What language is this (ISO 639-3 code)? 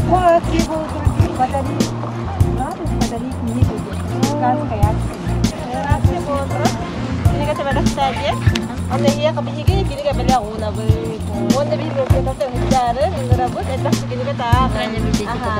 sah